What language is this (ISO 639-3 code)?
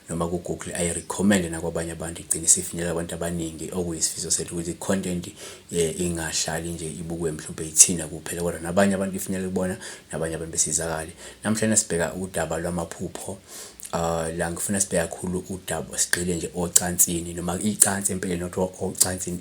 zul